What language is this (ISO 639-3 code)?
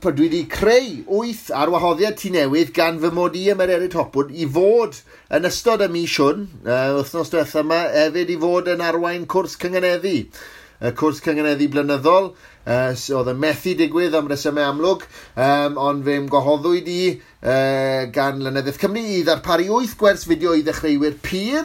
cym